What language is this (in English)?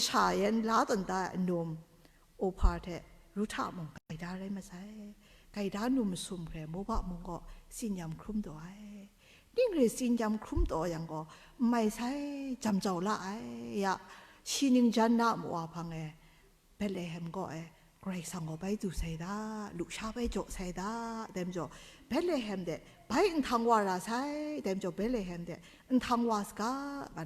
Kachin